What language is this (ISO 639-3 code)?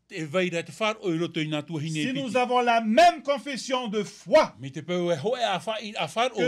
tah